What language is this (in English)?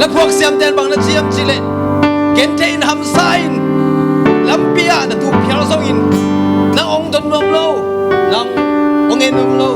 Tedim Chin